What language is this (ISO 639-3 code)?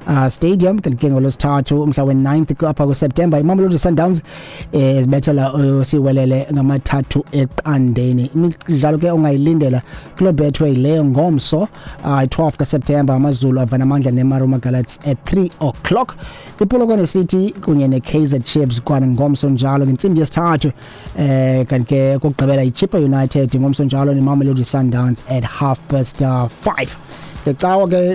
xho